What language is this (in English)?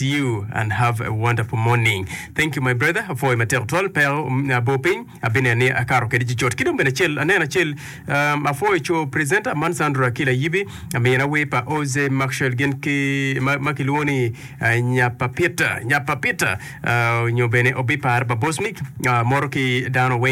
Acoli